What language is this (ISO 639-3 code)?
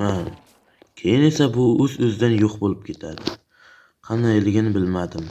uzb